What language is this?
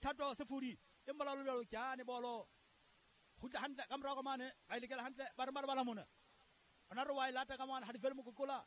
Southern Sotho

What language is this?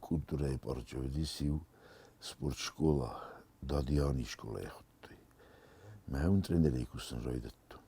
Ossetic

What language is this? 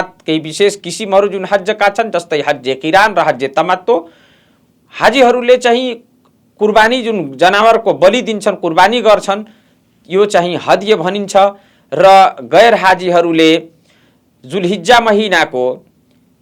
Nepali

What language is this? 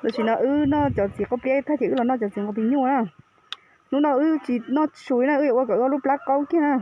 Hmong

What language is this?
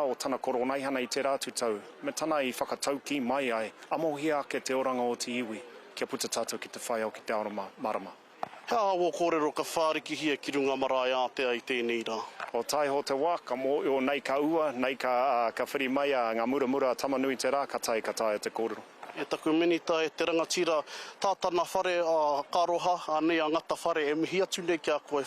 Māori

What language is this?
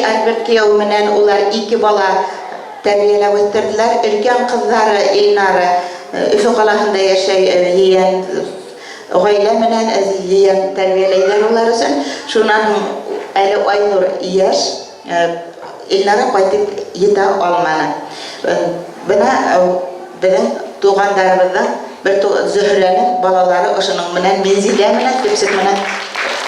Bashkir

